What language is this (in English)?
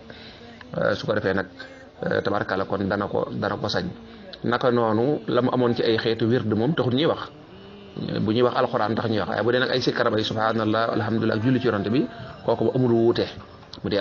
Wolof